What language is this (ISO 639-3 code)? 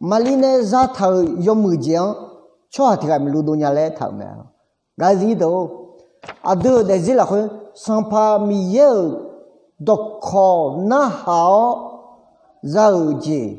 ahk